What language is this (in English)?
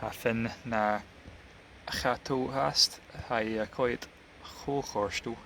Scottish Gaelic